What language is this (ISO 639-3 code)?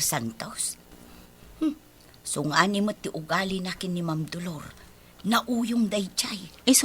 ilo